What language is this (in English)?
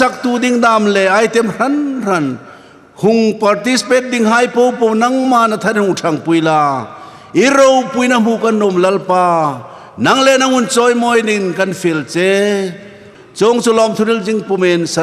Hmar